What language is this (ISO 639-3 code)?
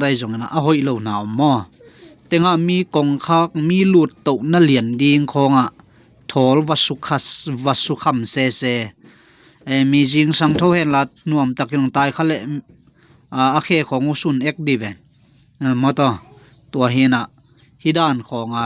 ctd